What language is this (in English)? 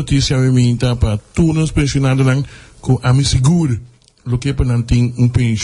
Papiamento